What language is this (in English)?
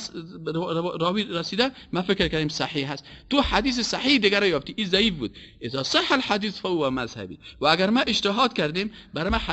Persian